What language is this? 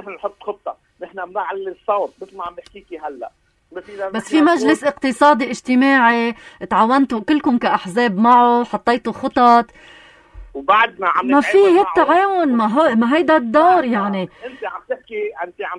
North Levantine Arabic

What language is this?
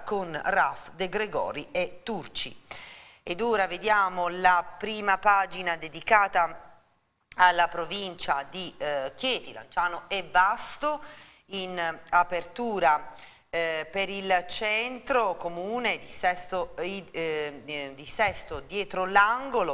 Italian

